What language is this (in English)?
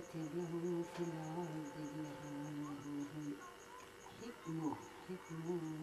Zaza